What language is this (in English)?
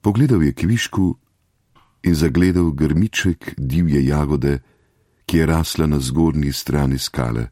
Slovenian